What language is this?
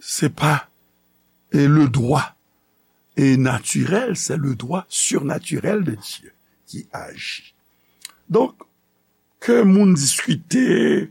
Haitian Creole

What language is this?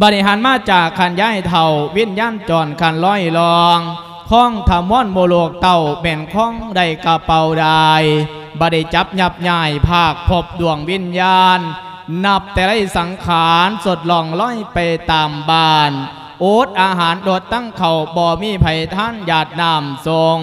Lao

